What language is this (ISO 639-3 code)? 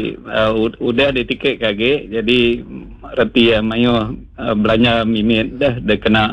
iba